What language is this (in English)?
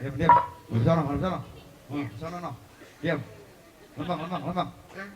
Betawi